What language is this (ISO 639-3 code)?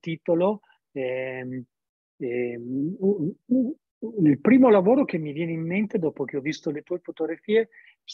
ita